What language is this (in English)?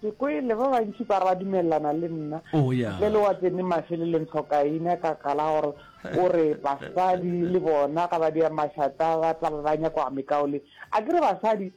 Northern Sotho